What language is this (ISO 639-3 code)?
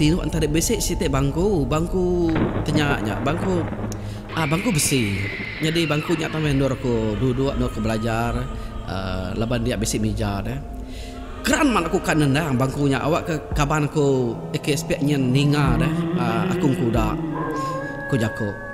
iba